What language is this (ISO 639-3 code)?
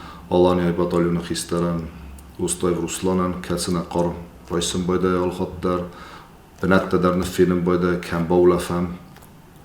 oss